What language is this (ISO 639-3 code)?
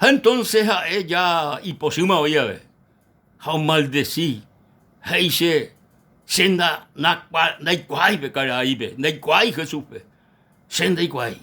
grn